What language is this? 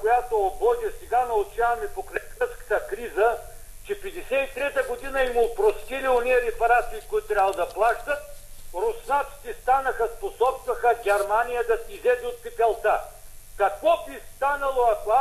Bulgarian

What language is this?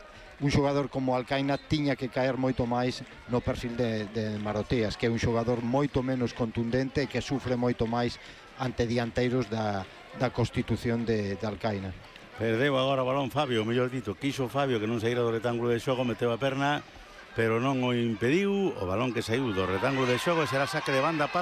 Galician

